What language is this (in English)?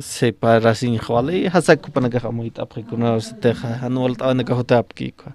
Aymara